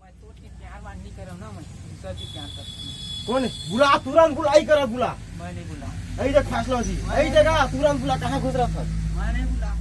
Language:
Chhattisgarhi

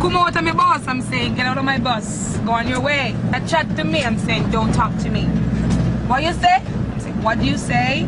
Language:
Jamaican Creole English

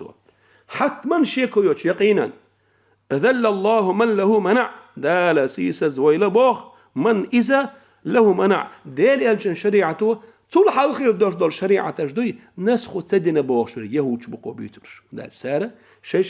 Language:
Chechen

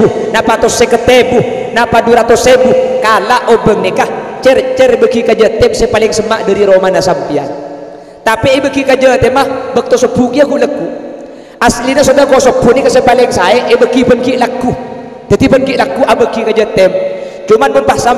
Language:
Madurese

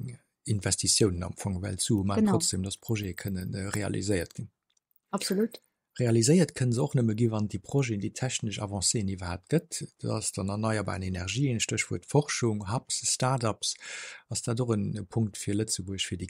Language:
Luxembourgish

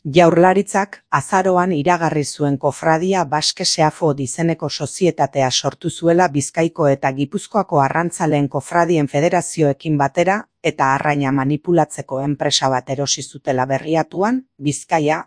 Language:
Basque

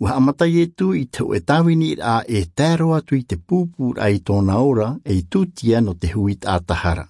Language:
Tahitian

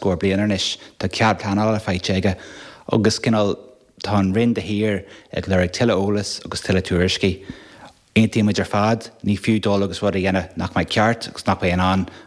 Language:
Irish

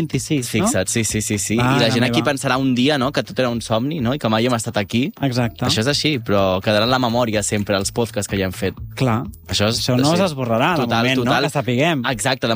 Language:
Catalan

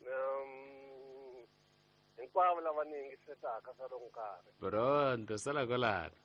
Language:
Tsonga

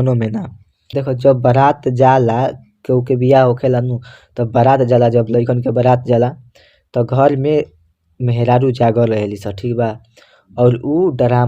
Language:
Bhojpuri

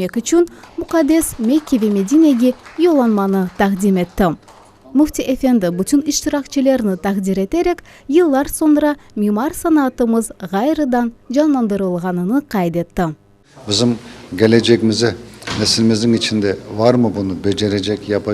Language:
Crimean Tatar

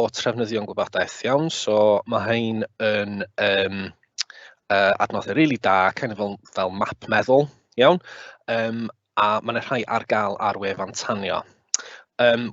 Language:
Welsh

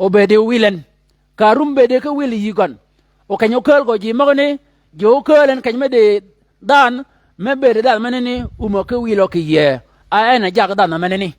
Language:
Shilluk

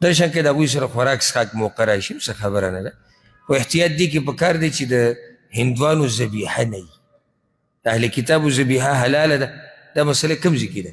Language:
Pashto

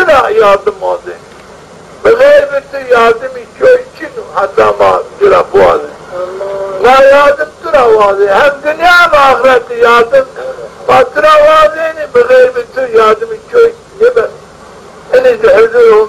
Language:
Zaza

